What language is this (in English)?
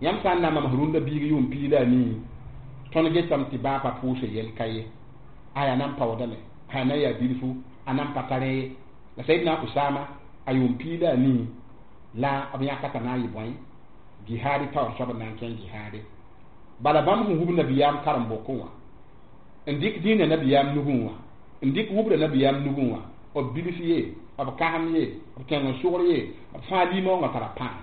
Mossi